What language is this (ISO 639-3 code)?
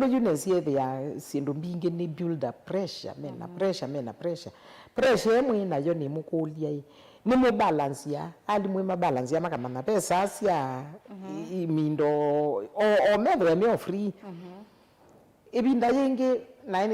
kam